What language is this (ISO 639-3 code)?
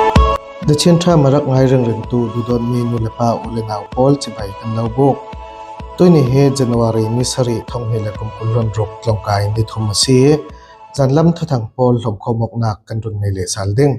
cfm